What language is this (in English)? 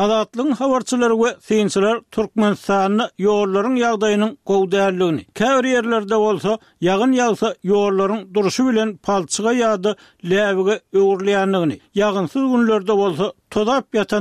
Turkmen